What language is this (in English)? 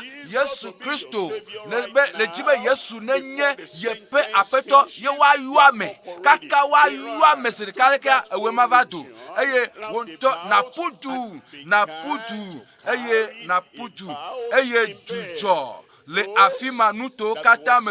Ewe